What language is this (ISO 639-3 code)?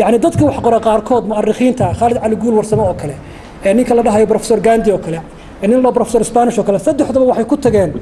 som